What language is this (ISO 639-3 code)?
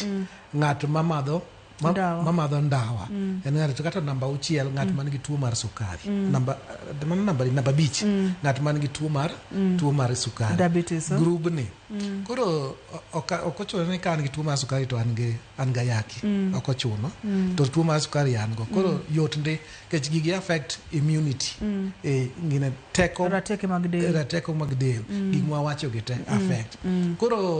luo